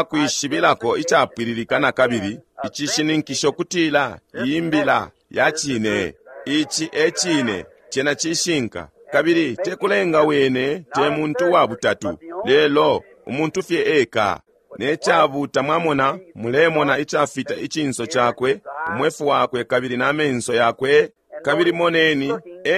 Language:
Bemba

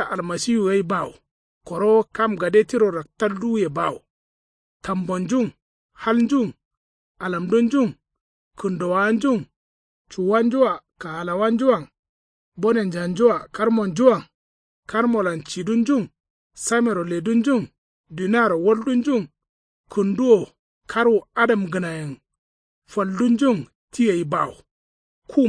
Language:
Kanuri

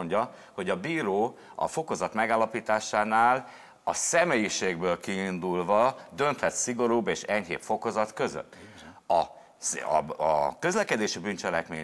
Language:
Hungarian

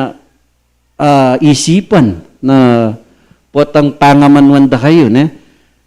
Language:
Pampanga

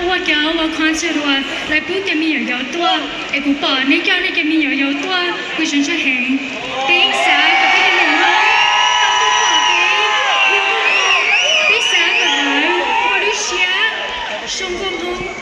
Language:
Hmong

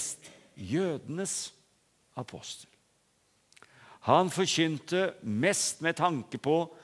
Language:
Norwegian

